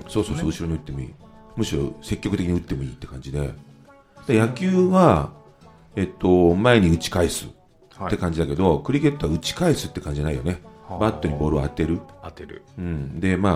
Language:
Japanese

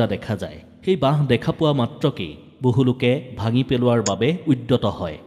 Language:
Assamese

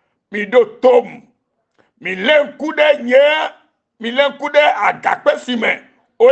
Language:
Ewe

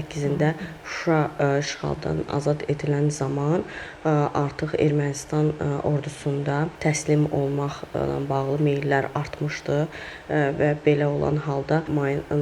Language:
Azerbaijani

